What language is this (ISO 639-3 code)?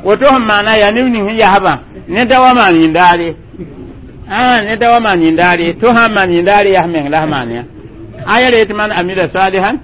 mos